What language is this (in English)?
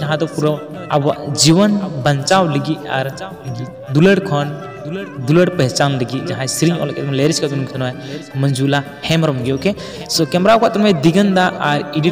Santali